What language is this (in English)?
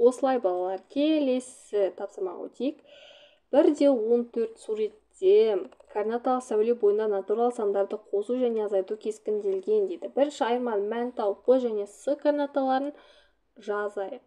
Kazakh